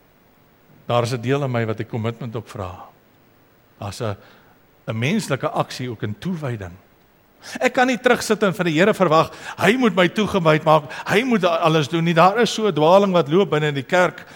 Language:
Afrikaans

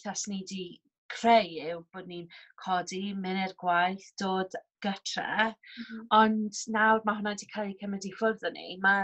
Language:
Welsh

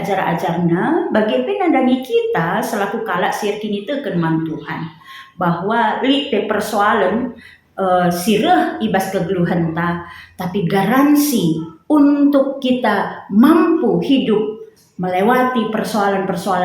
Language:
Batak Karo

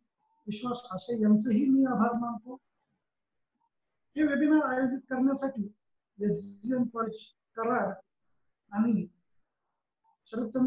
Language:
Marathi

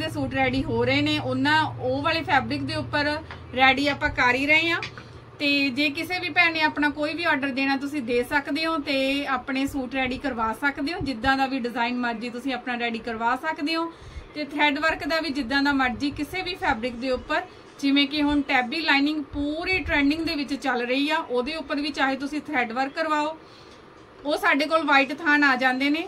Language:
Punjabi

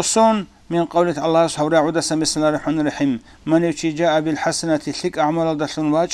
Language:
Avaric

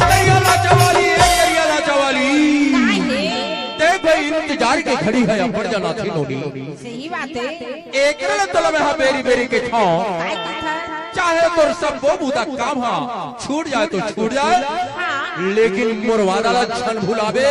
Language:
Chhattisgarhi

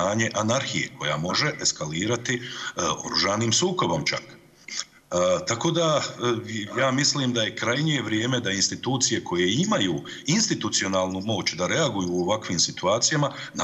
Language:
Bosnian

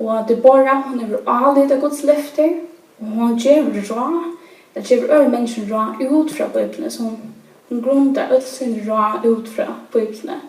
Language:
Faroese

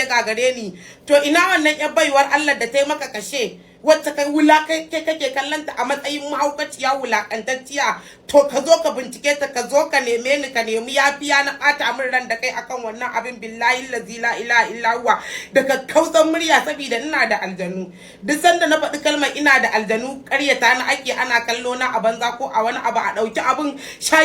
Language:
Hausa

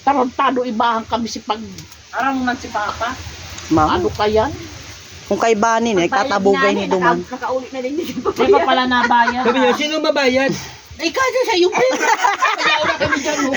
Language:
Bikol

